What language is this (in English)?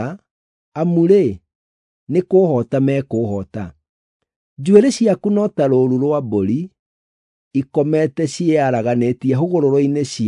Kikuyu